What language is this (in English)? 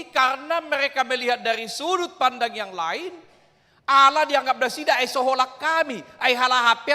Batak Toba